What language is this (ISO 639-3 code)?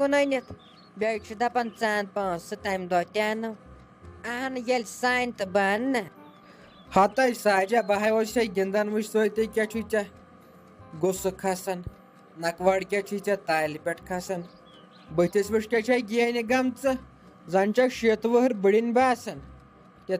kas